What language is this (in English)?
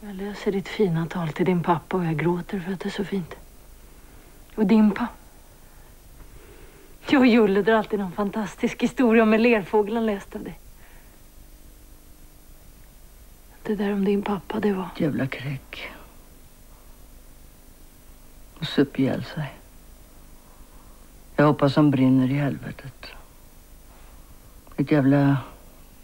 Swedish